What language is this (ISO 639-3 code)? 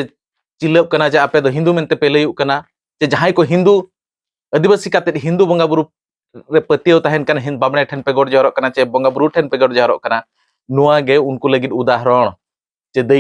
sat